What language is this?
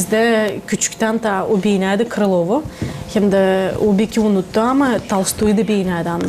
Gagauz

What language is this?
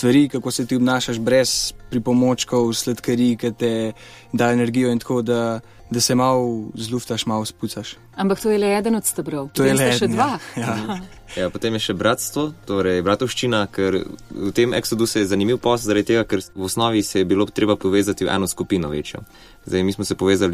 Slovenian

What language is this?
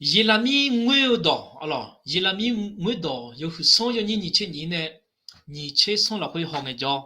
Akha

